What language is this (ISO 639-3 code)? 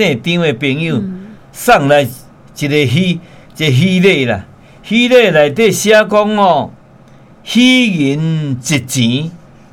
nan